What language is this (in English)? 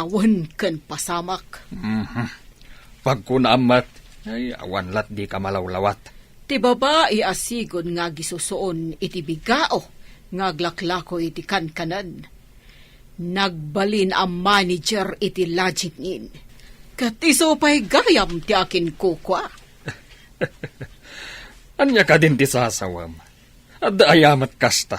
Iloko